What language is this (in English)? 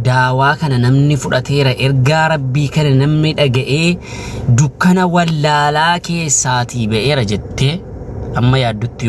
Oromo